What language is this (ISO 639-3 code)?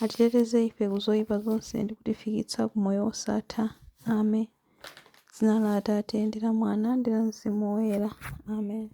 nya